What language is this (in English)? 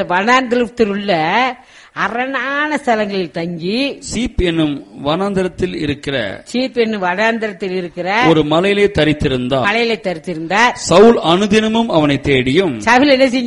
Tamil